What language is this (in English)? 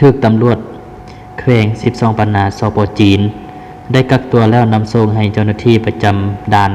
Lao